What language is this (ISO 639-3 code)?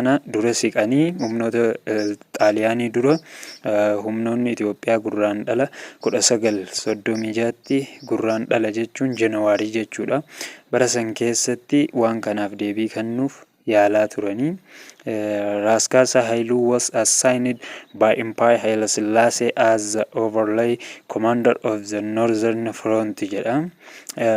orm